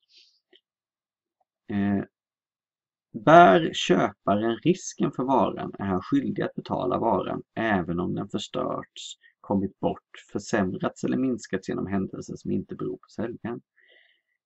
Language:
Swedish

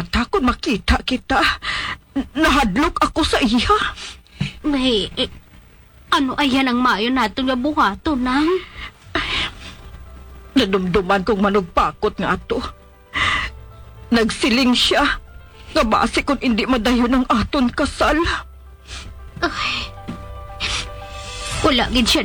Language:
Hiligaynon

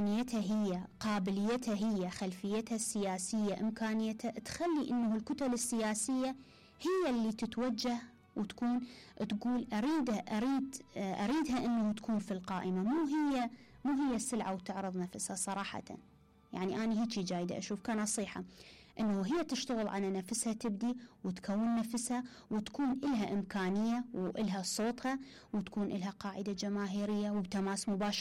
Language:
Mesopotamian Arabic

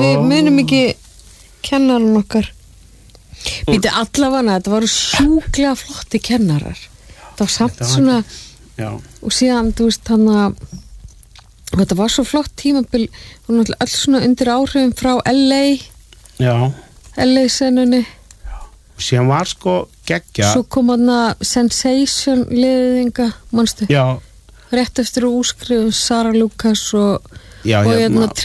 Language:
Icelandic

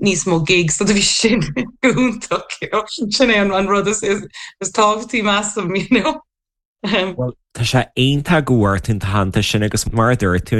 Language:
Irish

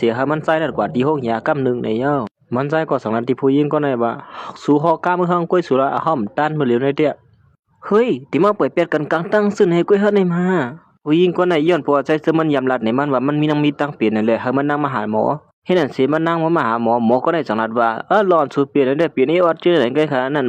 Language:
Shan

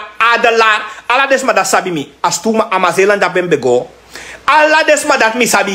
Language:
Sranan Tongo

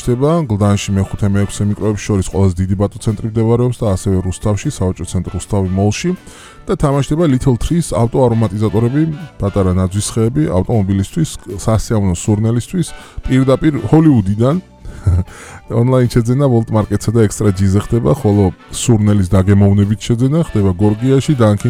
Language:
Georgian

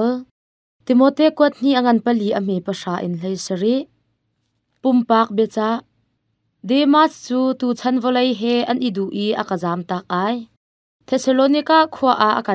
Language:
Hakha Chin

